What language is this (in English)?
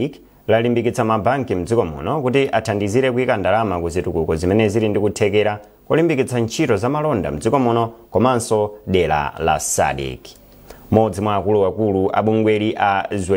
Nyanja